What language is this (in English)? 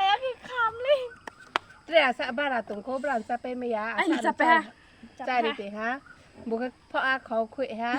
Riang (India)